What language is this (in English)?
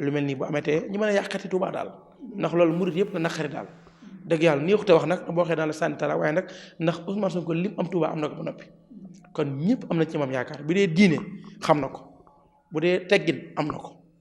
Wolof